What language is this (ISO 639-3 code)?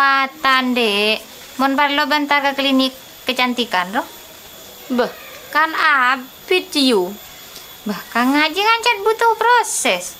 mad